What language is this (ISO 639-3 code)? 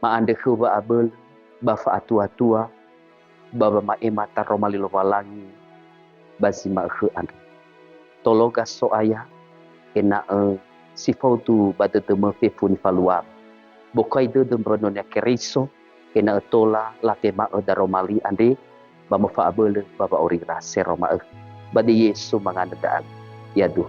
nia